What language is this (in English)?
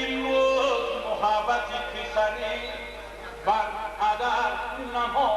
Tajik